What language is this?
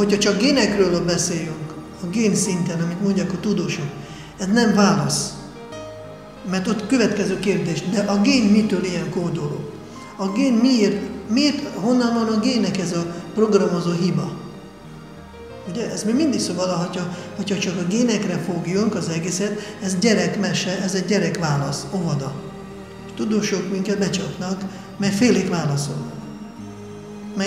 Hungarian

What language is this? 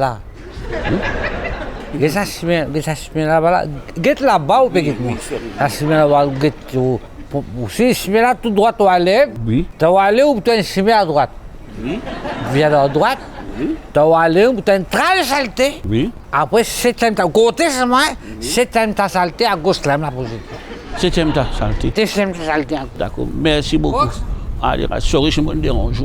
Morisyen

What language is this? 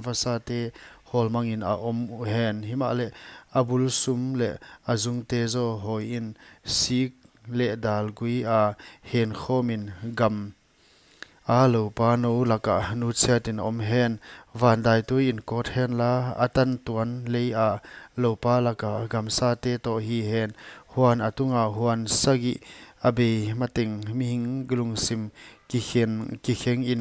Paite Chin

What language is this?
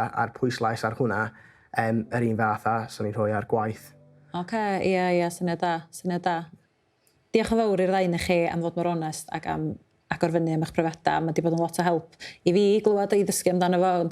Welsh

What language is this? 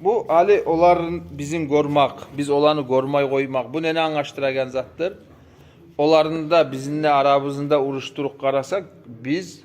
Kumyk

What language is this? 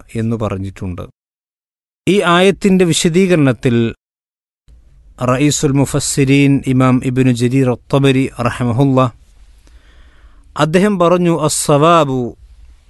Malayalam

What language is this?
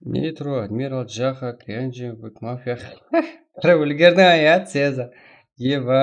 Kara-Kalpak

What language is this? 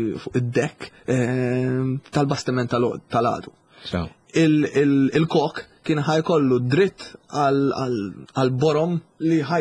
Maltese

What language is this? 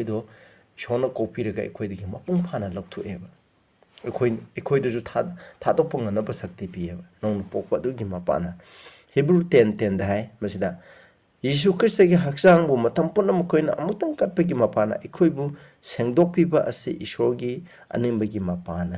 Manipuri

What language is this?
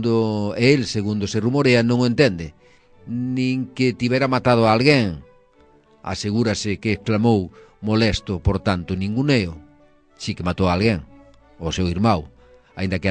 Galician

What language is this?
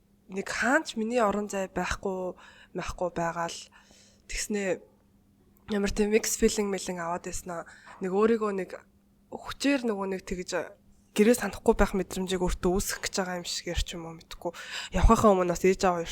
Mongolian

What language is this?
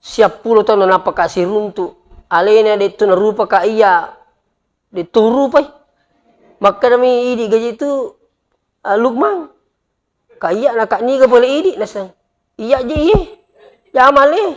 Buginese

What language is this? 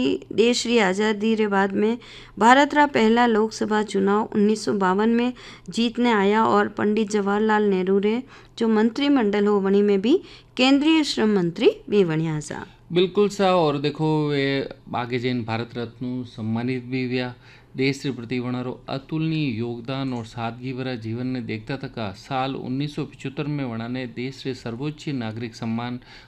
Hindi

